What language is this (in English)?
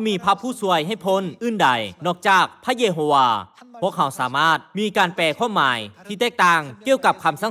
Lao